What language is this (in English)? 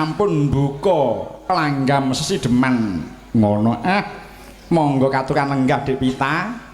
Javanese